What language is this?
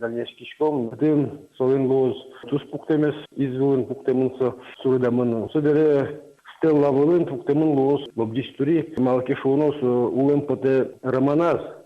Udmurt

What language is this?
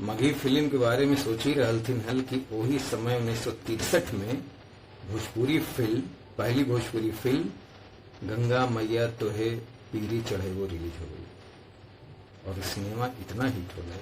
Magahi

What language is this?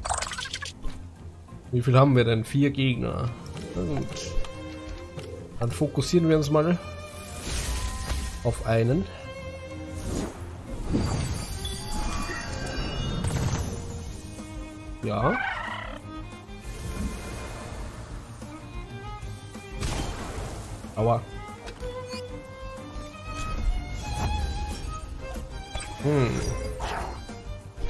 German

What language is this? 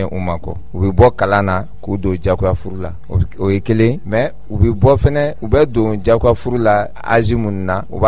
Bambara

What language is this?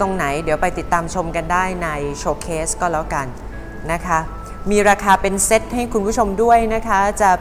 Thai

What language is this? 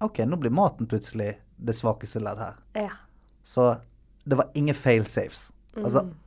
Norwegian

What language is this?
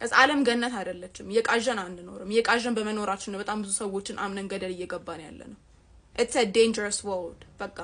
Amharic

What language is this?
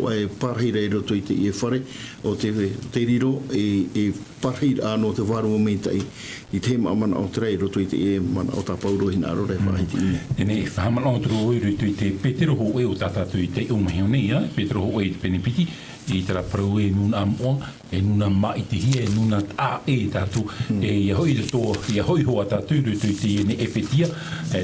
Tahitian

